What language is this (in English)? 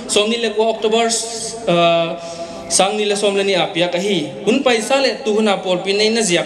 Paite Chin